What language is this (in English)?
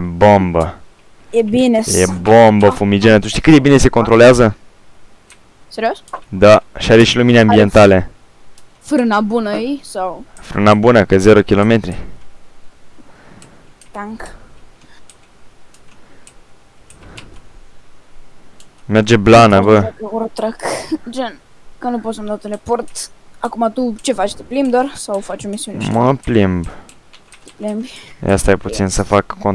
Romanian